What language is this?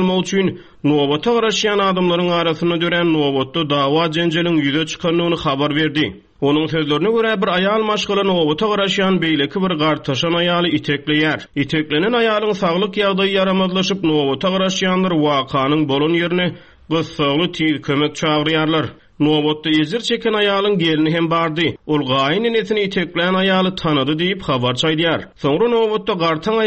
Turkmen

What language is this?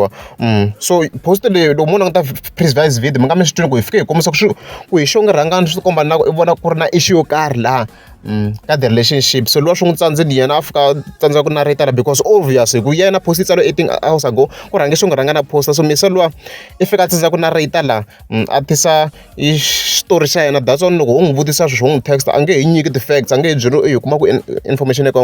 Tsonga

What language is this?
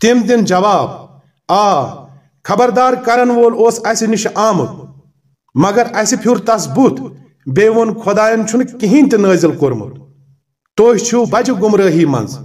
Kashmiri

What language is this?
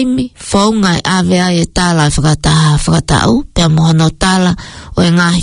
Tongan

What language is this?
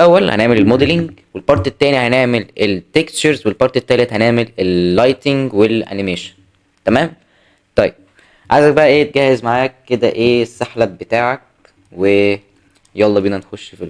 Egyptian Arabic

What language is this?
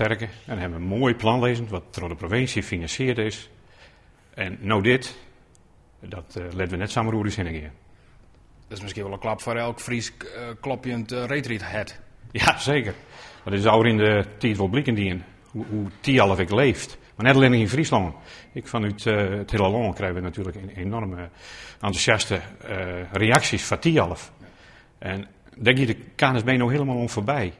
Western Frisian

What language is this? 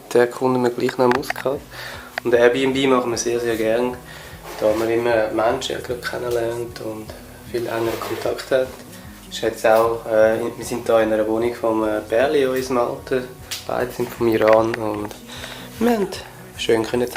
Swiss German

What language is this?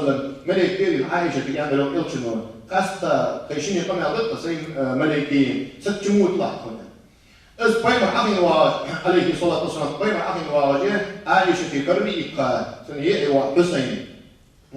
Ingush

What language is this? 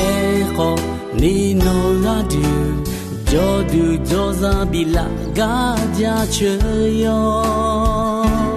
Akha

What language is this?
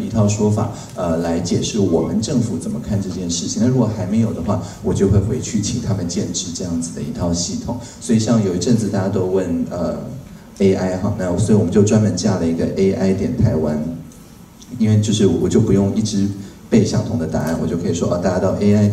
Chinese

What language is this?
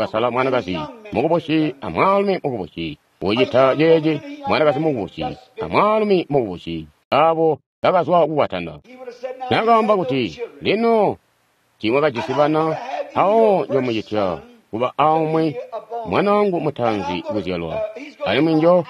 Tonga (Zambia)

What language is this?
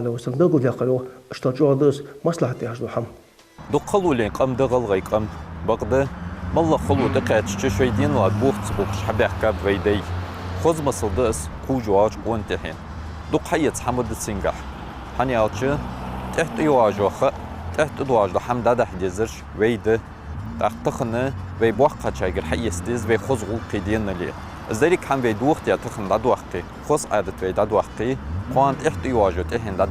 Ingush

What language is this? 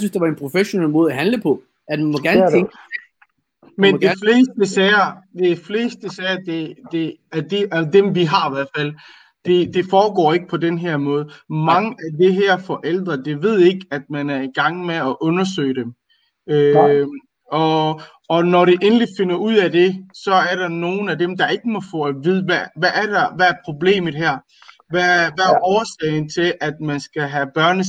Danish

